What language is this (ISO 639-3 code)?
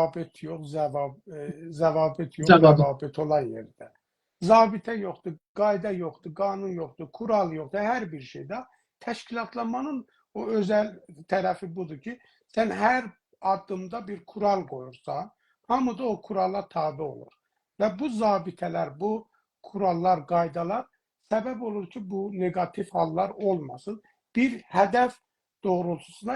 azb